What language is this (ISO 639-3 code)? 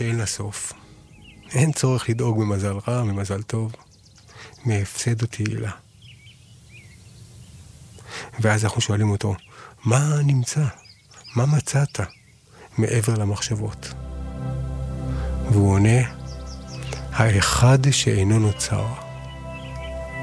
heb